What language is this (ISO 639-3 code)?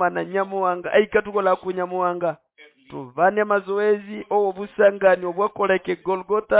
nnb